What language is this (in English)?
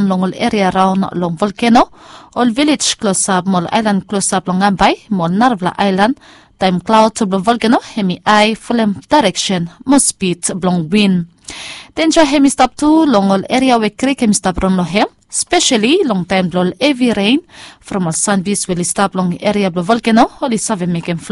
Bislama